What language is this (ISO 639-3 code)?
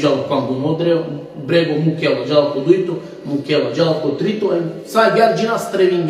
rmn